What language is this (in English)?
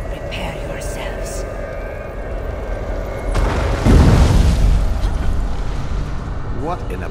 English